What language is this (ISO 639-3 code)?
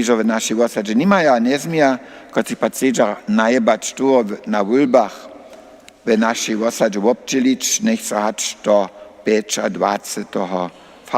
hsb